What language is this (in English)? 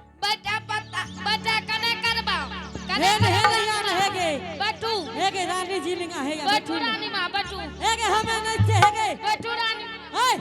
Angika